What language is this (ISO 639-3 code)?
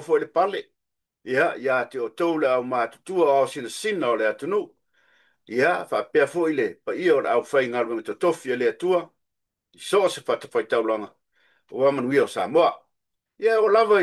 smo